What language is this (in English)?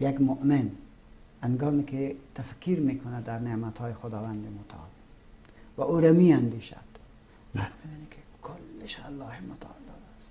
Persian